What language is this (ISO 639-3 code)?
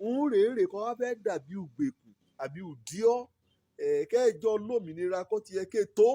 yor